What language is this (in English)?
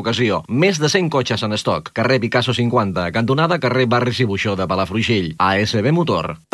Catalan